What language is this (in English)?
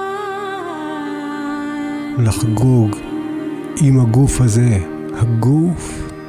Hebrew